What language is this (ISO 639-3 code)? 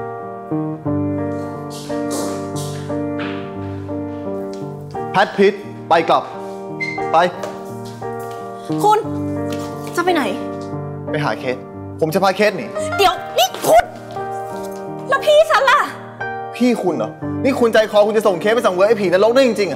tha